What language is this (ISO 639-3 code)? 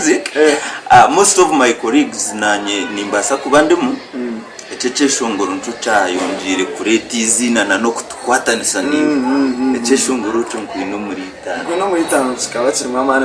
nyn